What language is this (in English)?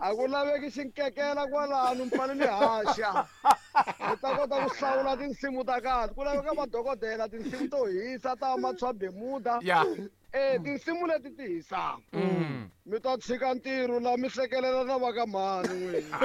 Tsonga